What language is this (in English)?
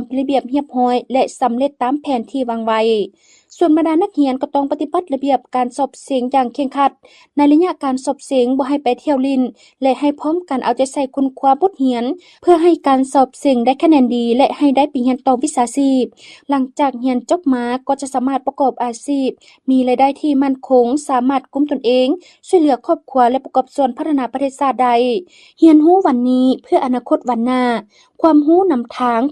Lao